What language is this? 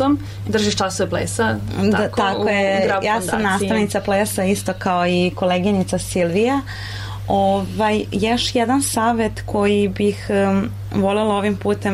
Serbian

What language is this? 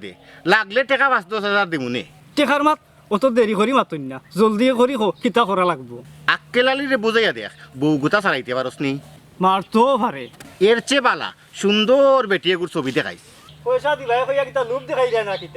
Sylheti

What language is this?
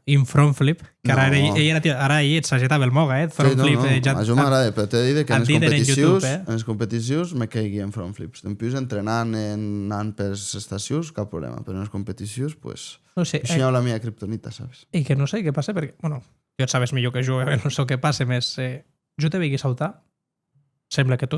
Occitan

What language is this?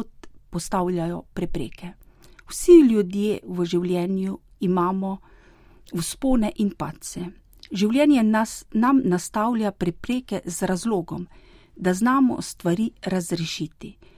Slovenian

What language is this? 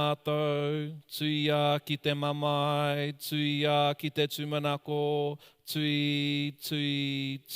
Māori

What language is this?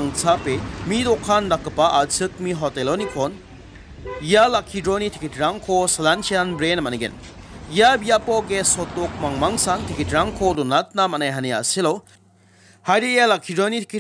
Garo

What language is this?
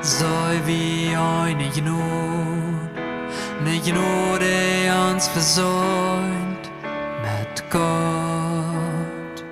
Plautdietsch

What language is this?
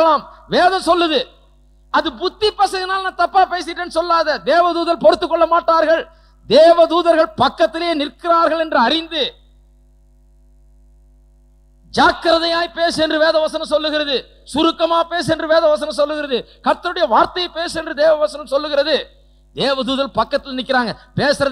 Tamil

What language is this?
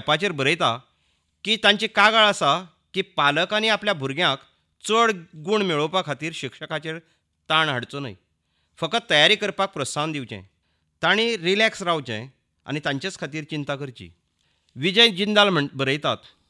Konkani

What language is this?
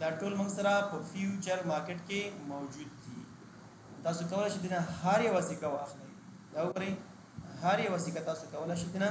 Pashto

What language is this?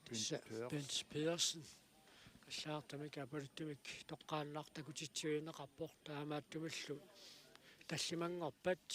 Kalaallisut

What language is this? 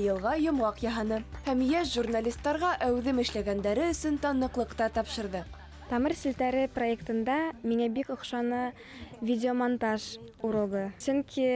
Bashkir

